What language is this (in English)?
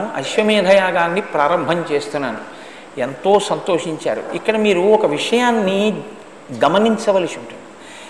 Telugu